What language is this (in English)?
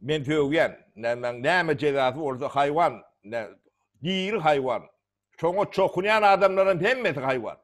Turkmen